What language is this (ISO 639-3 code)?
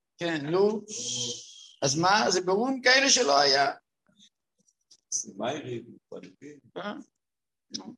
heb